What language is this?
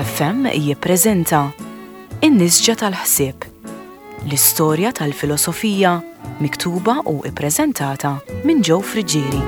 Maltese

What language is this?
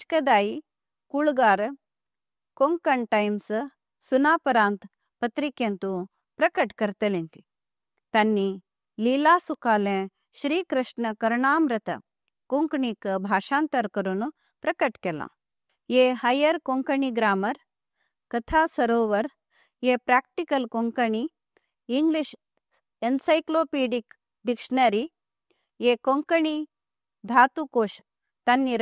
Konkani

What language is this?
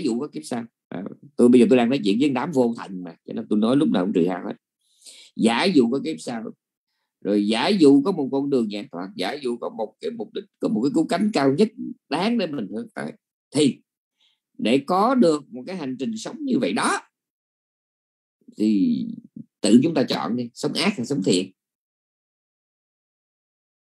Vietnamese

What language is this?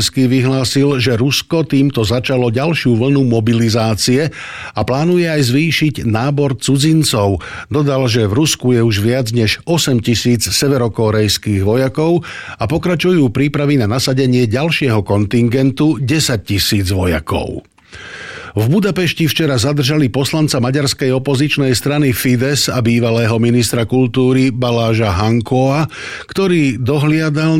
Slovak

